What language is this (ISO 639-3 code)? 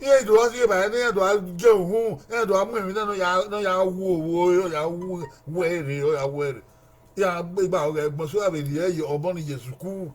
bin